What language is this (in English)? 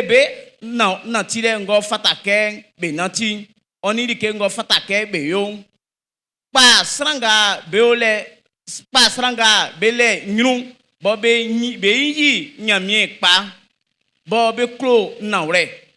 Baoulé